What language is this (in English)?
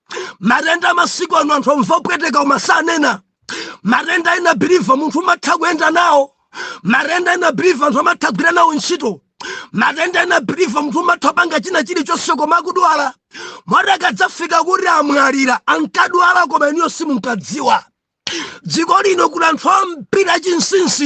Nyanja